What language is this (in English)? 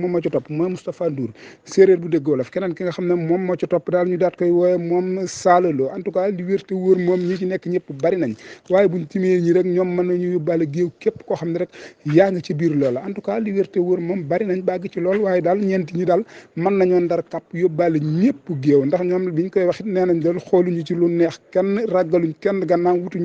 Wolof